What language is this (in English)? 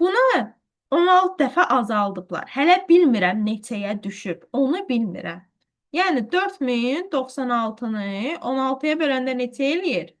Azerbaijani